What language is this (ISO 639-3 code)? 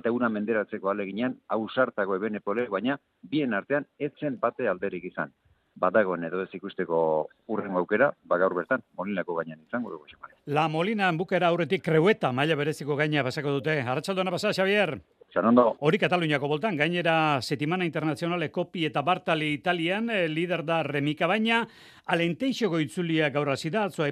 eus